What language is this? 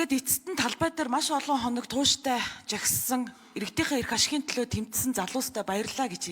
Mongolian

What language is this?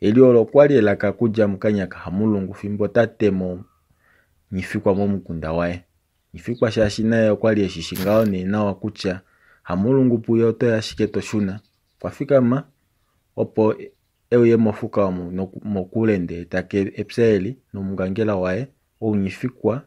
Kuanyama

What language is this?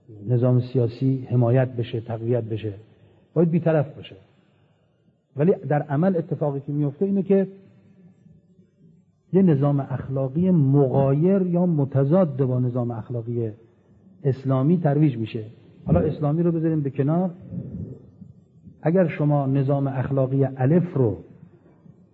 Persian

